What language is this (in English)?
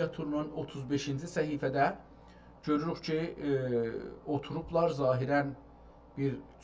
South Azerbaijani